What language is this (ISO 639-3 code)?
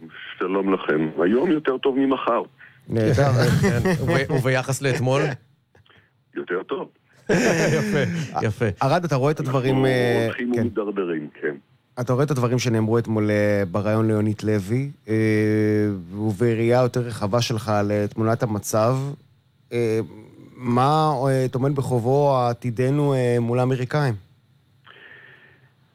heb